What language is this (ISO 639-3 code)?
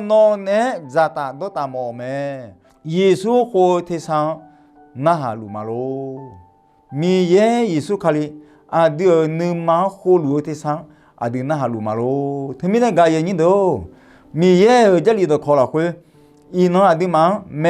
ahk